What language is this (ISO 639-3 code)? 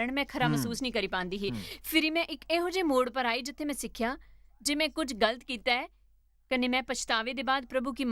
doi